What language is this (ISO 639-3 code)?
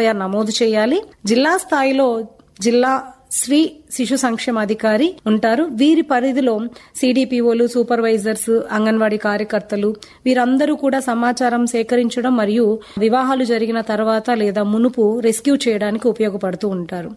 tel